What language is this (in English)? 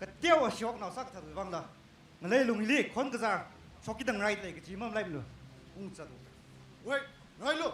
Tangkhul Naga (India)